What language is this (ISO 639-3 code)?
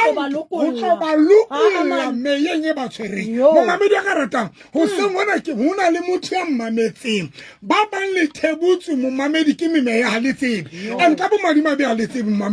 sot